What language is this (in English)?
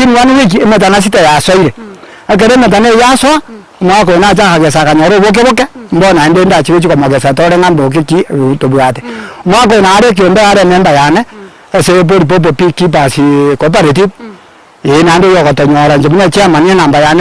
Gusii